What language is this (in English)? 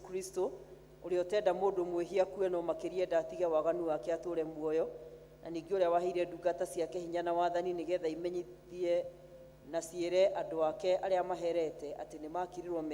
Kikuyu